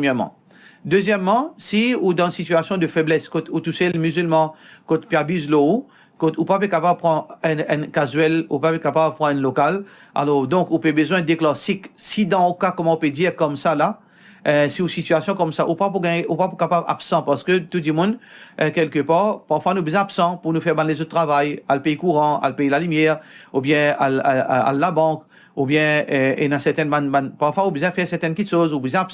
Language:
Morisyen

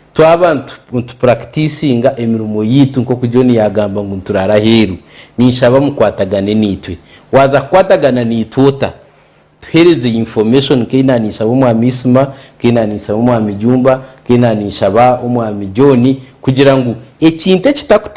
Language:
Nyankole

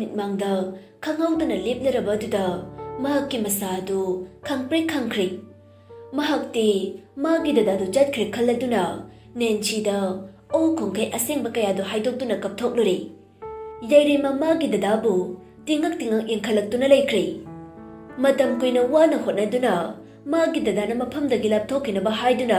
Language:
Manipuri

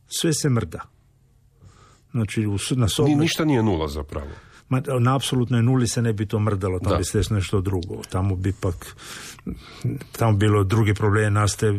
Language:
Croatian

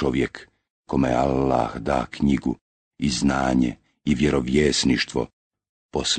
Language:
Bosnian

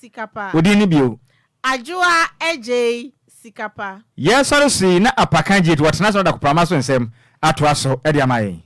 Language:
Akan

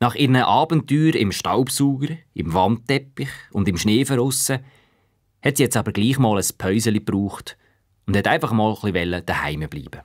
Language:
Swiss German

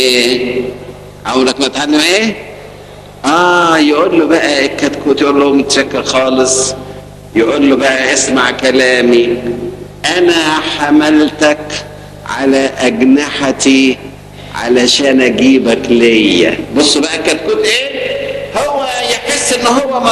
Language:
Egyptian Arabic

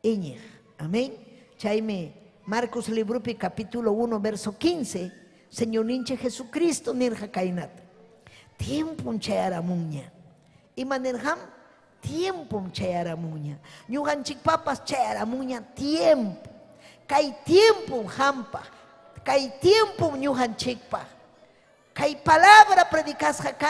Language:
Ayacucho Quechua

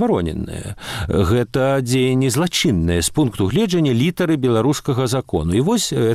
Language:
Belarusian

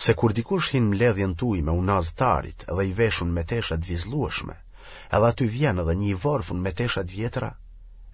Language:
Albanian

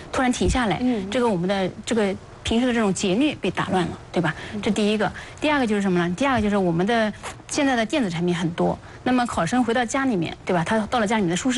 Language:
Chinese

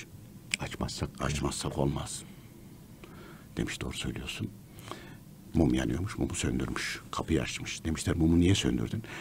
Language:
Turkish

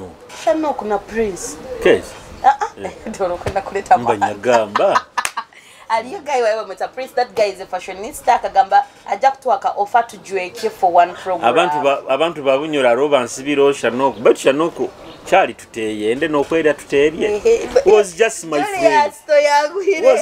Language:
Nyoro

